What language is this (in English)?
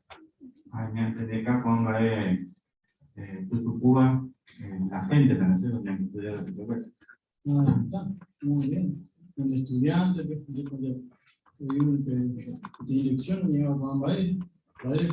Guarani